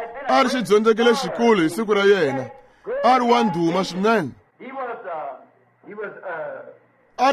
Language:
Tsonga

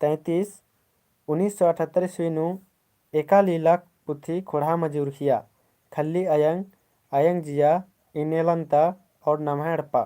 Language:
Kurukh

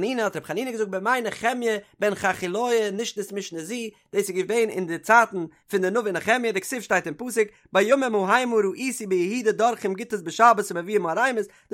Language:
Yiddish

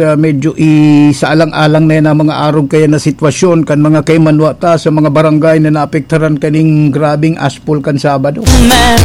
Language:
Bikol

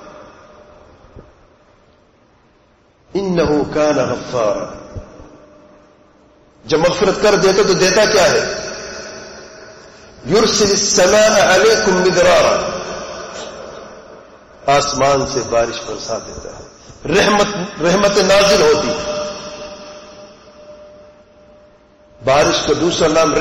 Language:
Urdu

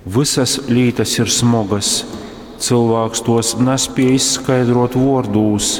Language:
Latgalian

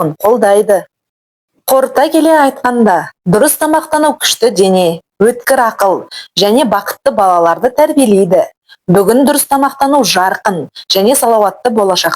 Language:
Kazakh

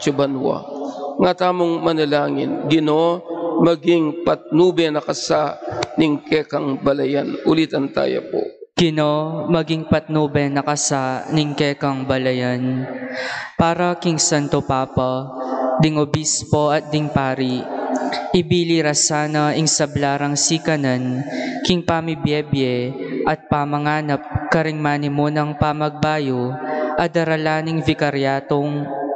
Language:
Pampanga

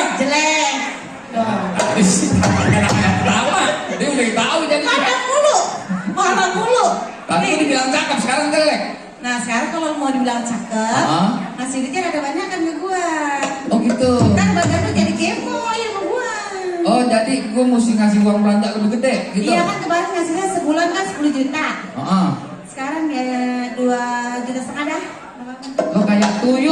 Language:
Betawi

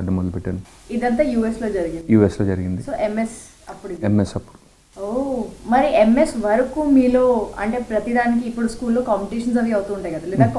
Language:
Telugu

